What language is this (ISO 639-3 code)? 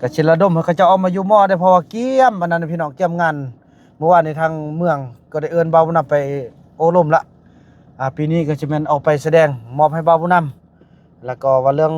tts